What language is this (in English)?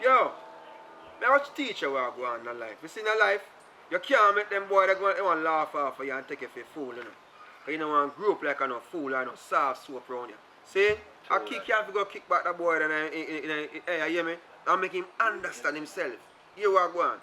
Jamaican Creole English